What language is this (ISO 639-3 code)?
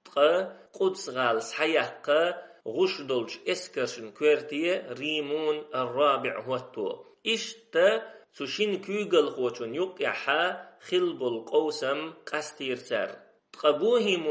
che